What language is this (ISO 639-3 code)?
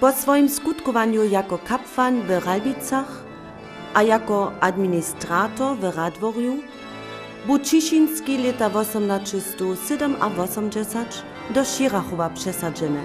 hsb